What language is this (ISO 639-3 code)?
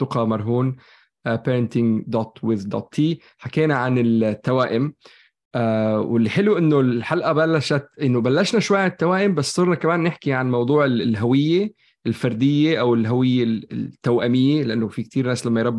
apc